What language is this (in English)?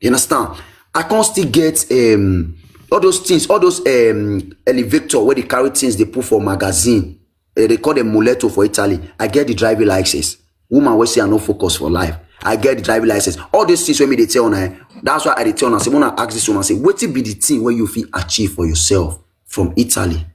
Nigerian Pidgin